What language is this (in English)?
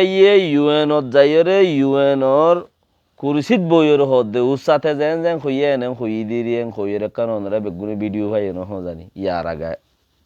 Rohingya